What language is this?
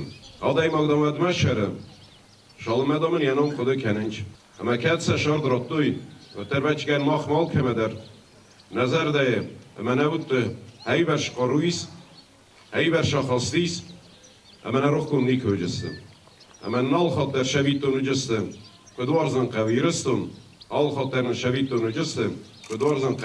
Ossetic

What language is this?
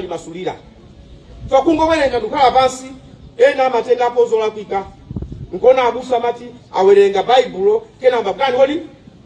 Nyanja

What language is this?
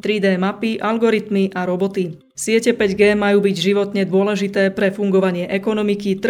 Slovak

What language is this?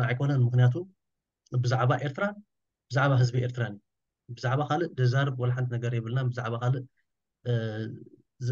Tigrinya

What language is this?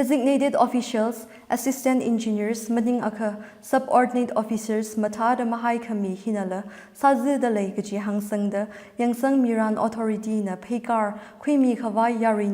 Tangkhul Naga (India)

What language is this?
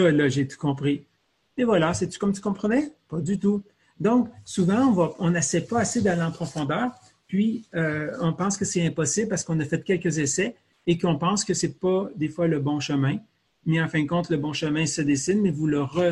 French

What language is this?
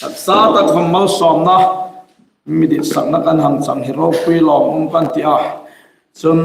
Hmar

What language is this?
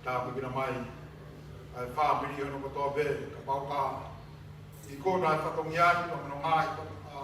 Tongan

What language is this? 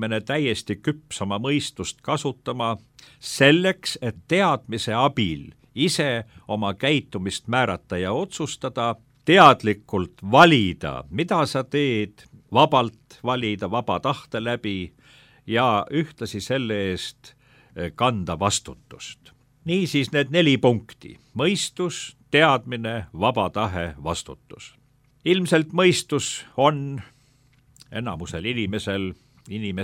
Estonian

